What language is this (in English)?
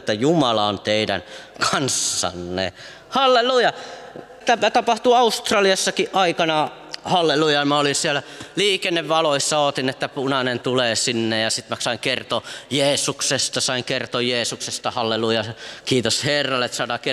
Finnish